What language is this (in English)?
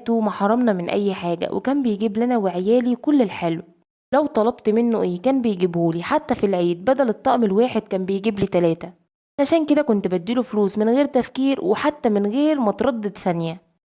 Egyptian Arabic